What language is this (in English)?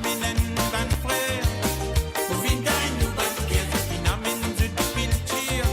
Morisyen